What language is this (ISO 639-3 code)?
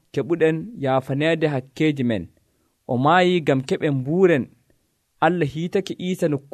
fuv